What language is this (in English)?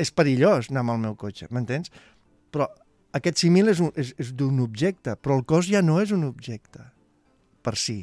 Catalan